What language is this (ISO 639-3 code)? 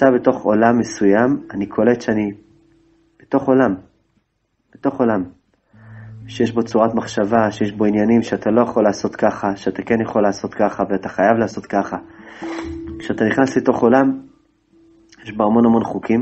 heb